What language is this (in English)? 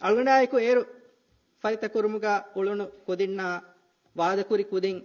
Divehi